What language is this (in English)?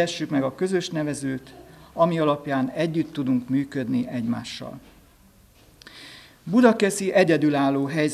Hungarian